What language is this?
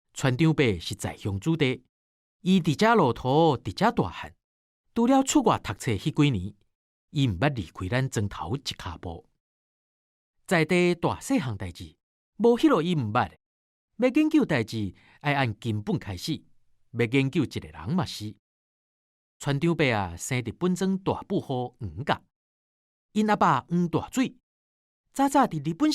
Min Nan Chinese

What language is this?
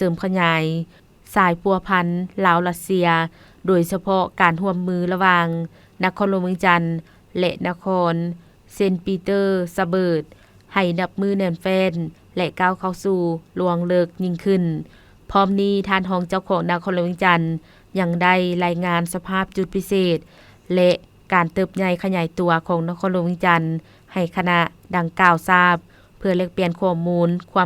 Lao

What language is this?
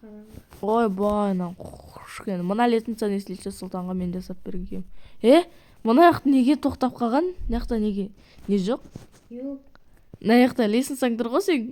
Kazakh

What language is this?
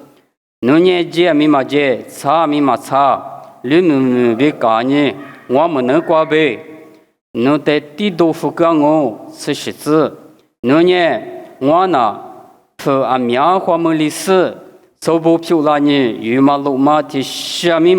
Lisu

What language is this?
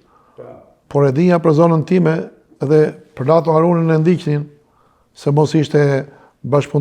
Albanian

